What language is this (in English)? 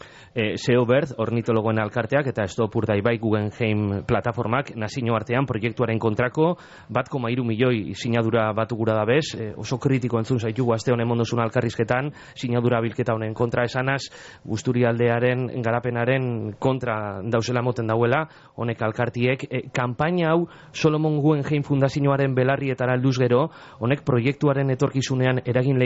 Basque